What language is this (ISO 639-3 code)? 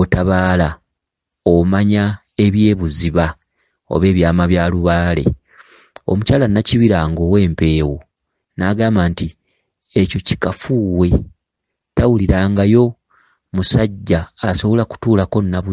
lug